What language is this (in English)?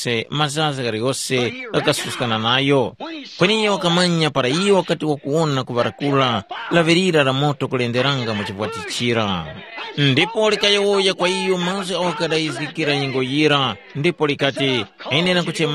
Tumbuka